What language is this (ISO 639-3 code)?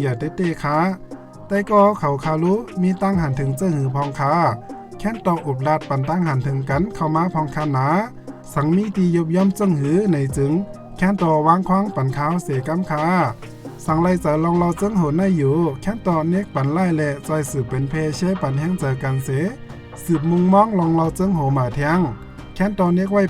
shn